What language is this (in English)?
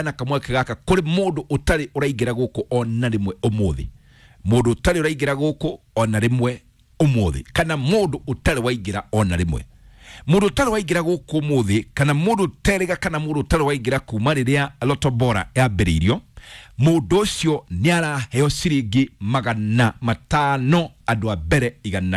Kikuyu